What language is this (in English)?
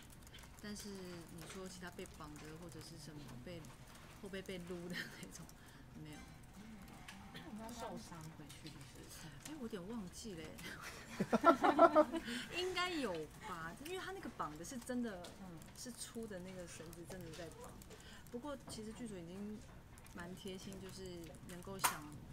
Chinese